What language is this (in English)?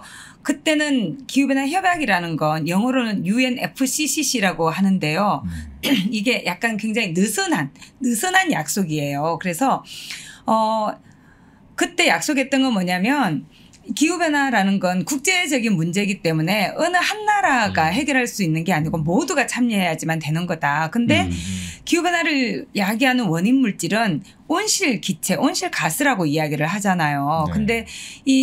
Korean